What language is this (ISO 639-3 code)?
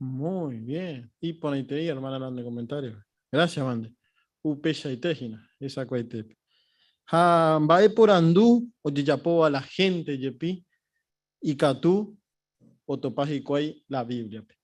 grn